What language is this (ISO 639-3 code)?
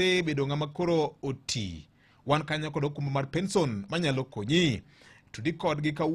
luo